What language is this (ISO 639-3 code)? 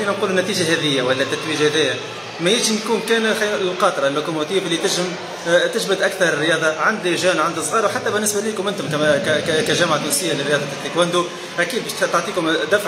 aeb